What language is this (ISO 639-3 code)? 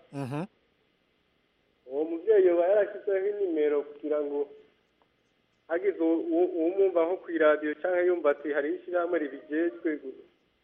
kin